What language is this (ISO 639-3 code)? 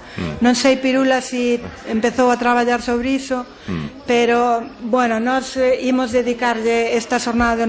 glg